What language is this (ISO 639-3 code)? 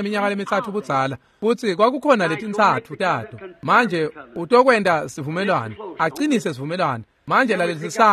ssw